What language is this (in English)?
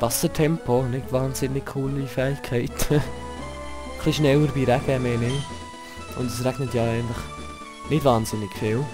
Swiss German